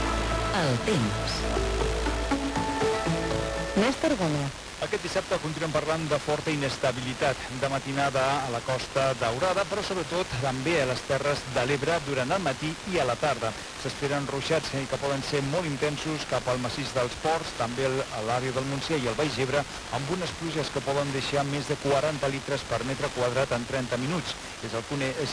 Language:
Catalan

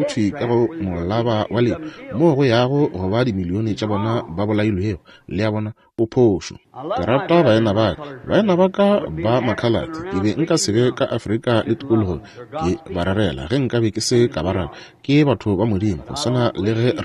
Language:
Northern Sotho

